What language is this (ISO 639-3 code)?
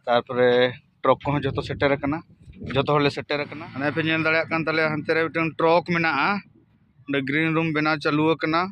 sat